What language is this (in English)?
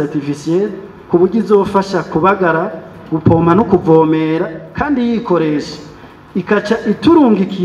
Rundi